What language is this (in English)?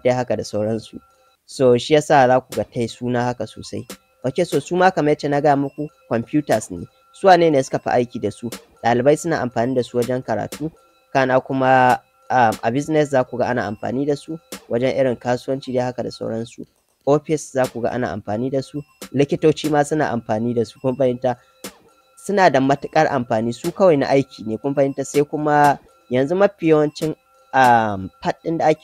Hausa